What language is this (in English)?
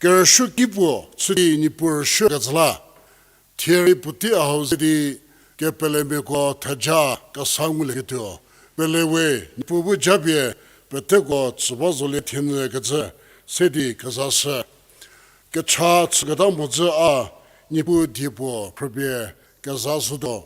Angami Naga